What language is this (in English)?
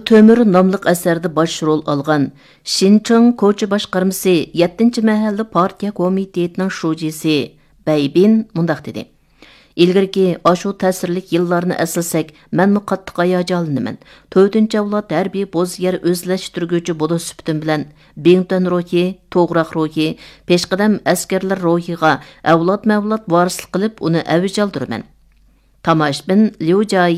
Uyghur